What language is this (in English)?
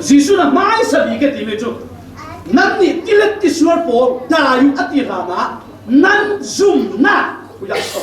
Falam Chin